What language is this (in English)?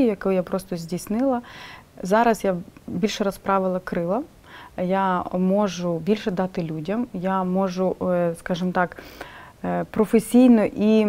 Ukrainian